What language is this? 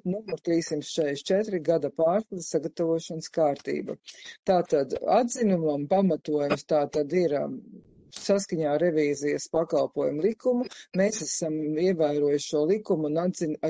Latvian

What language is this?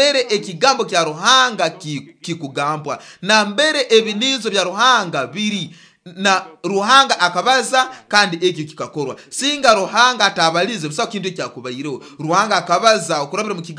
Nyoro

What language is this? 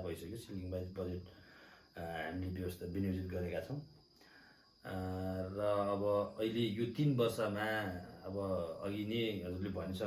Nepali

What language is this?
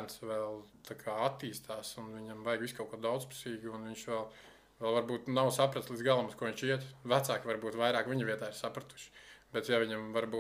Latvian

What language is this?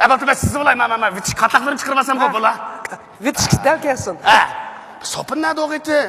Uyghur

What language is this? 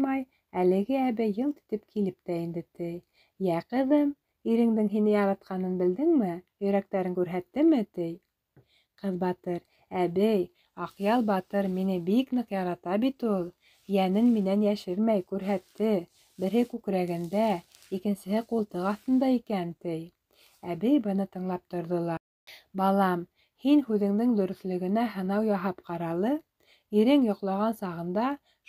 Bashkir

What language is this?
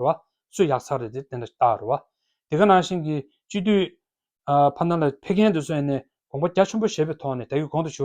Tibetan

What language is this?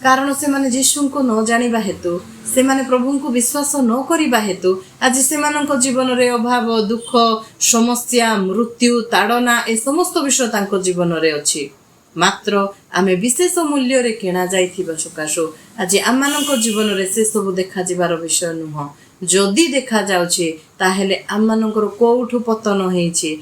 Odia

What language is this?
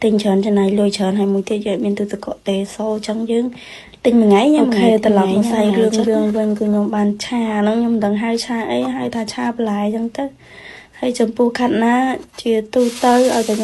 Khmer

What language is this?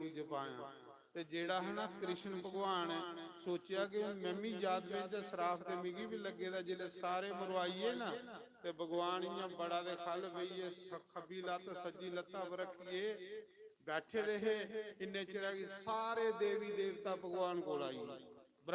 Dogri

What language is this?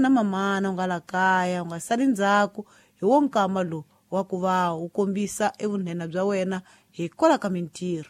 Tsonga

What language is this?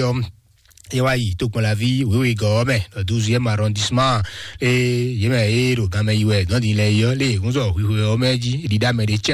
Fon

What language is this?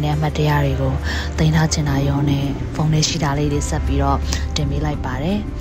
Burmese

